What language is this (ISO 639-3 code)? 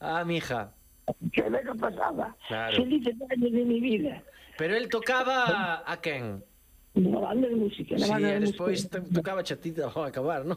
glg